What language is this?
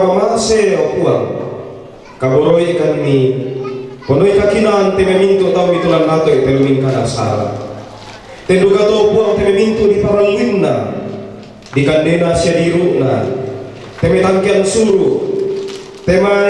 Toraja-Sa'dan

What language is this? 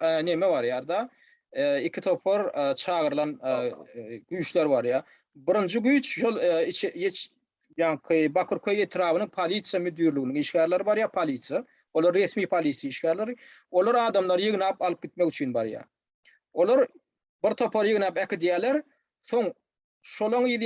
Turkmen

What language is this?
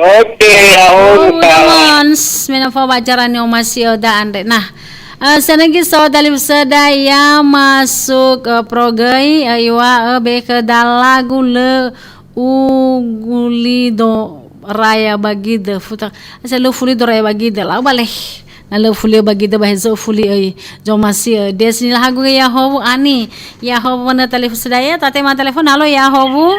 Nias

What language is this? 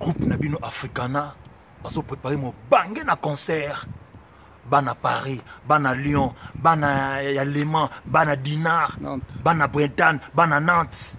Lingala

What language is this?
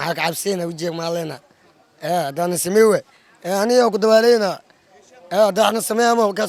Somali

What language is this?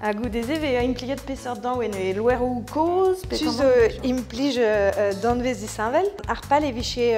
Breton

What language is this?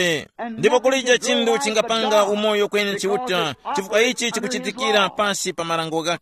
Tumbuka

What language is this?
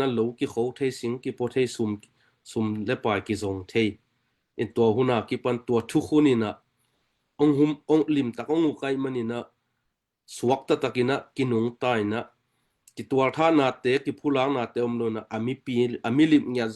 Tedim Chin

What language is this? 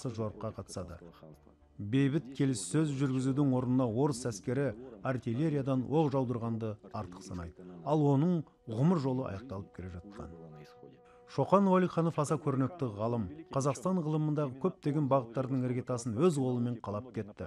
Kazakh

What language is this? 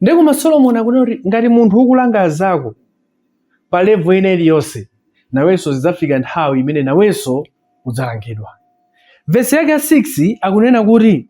Nyanja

